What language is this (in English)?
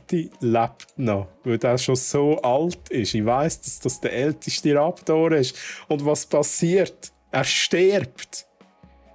Swiss German